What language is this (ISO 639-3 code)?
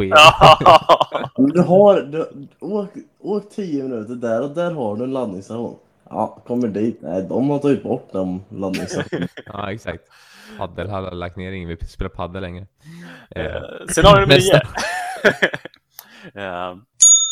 swe